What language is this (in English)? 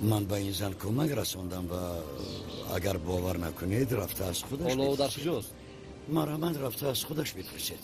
Tajik